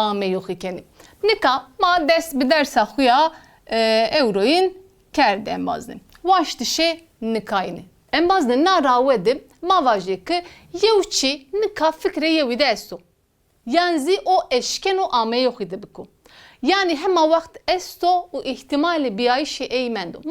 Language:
Zaza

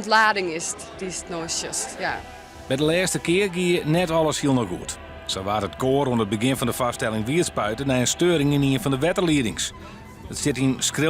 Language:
Western Frisian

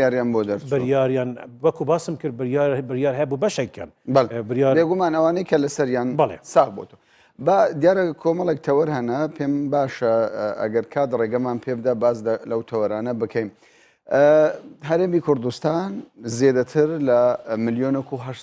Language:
Central Kurdish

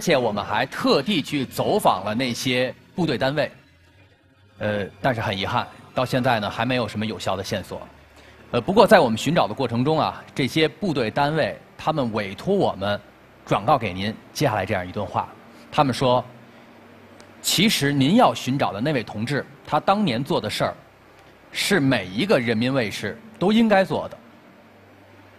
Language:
Chinese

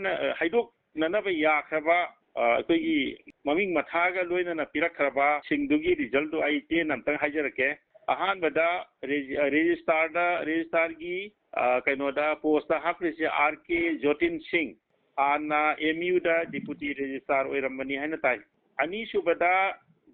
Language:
Manipuri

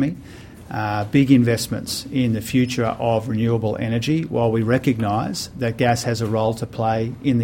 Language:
Kurdish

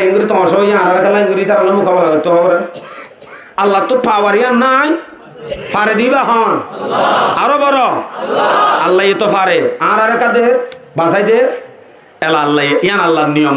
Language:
Rohingya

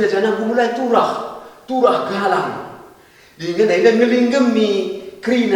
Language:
Batak Karo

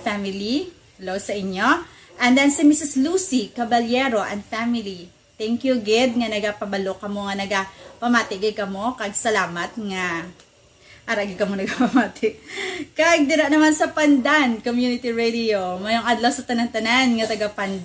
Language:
Hiligaynon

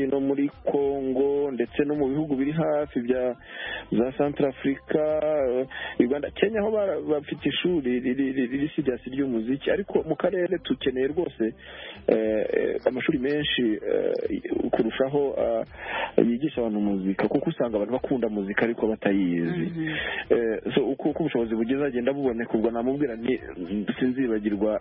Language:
Kinyarwanda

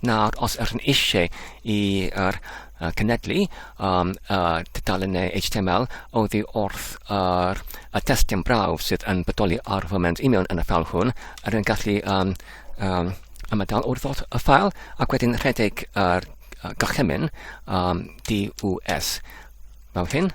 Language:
Welsh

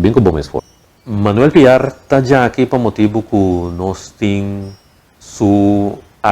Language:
Papiamento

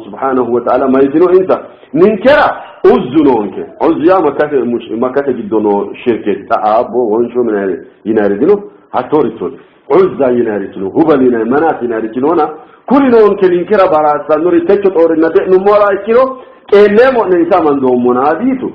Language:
Sidamo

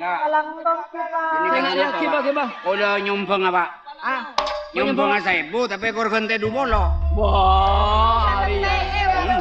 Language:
Madurese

